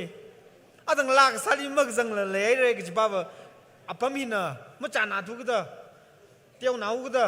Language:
Tangkhul Naga (India)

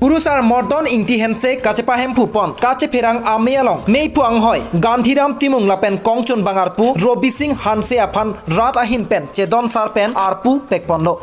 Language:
Karbi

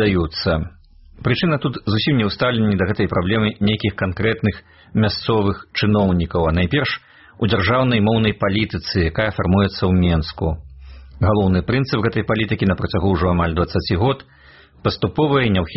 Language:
Belarusian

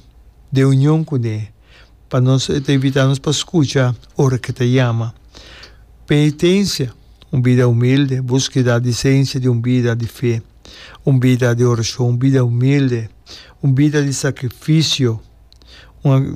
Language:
Papiamento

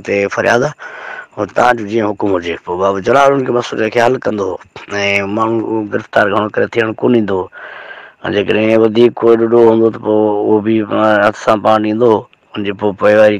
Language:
Sindhi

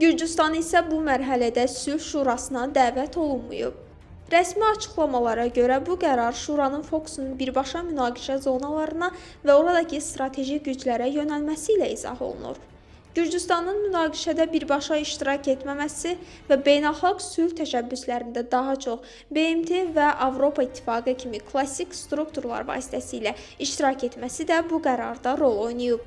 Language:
Azerbaijani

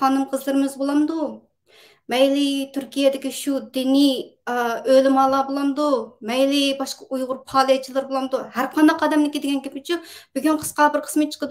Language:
Uyghur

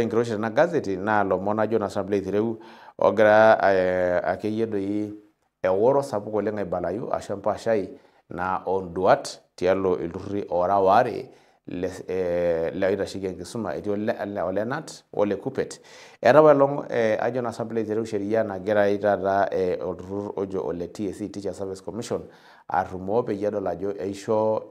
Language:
Masai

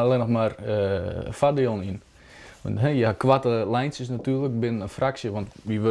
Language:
Western Frisian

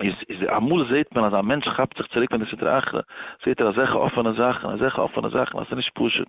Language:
Yiddish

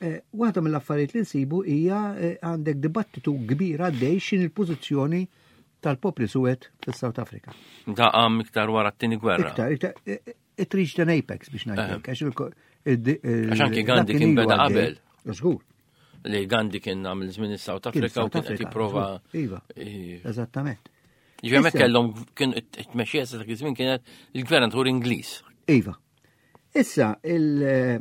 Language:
Maltese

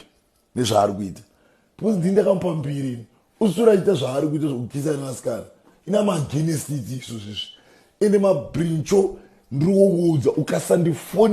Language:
Shona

